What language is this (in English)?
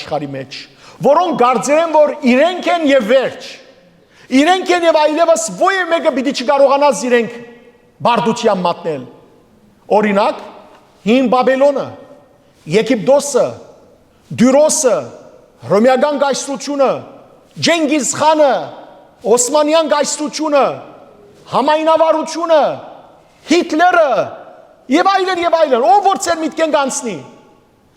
Western Armenian